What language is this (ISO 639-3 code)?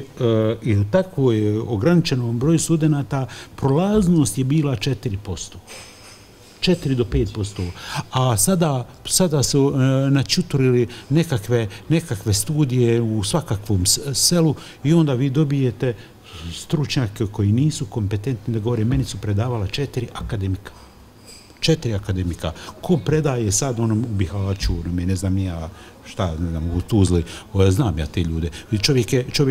bos